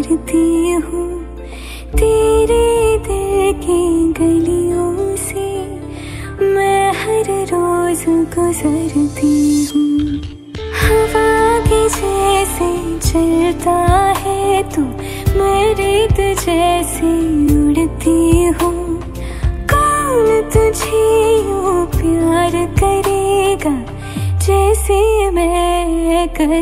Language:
Hindi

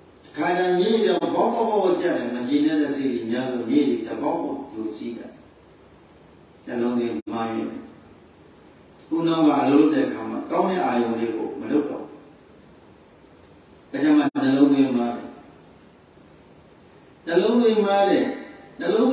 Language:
Burmese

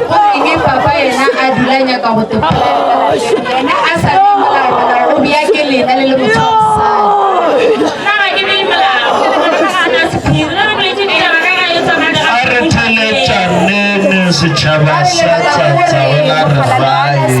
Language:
Northern Sotho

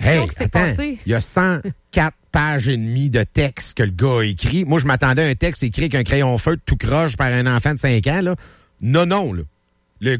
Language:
French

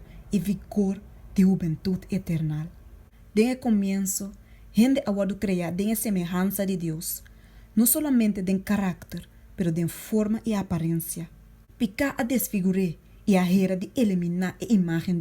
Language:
Papiamento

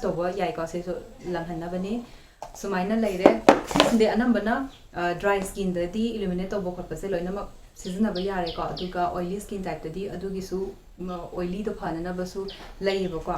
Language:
Manipuri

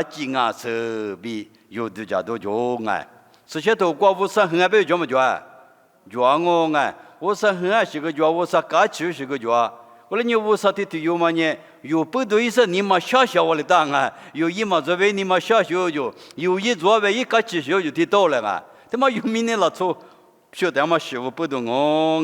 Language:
Lisu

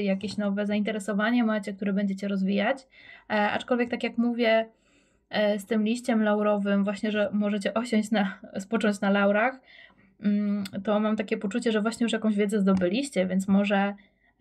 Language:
Polish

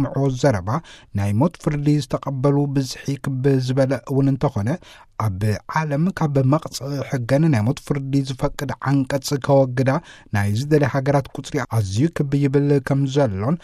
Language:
Tigrinya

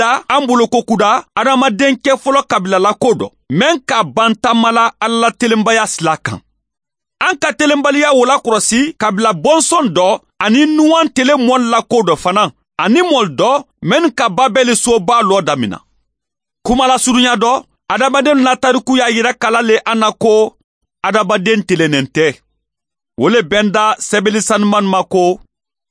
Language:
Mandingo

